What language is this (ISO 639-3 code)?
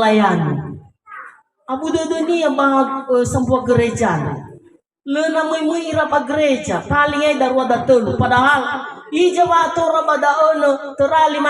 nia